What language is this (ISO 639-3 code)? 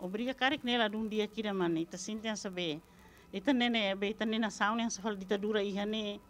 tet